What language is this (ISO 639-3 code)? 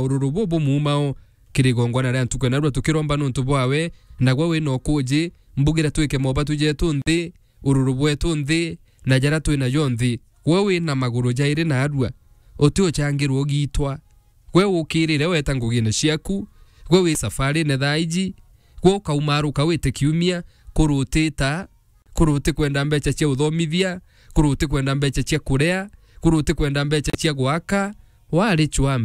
mer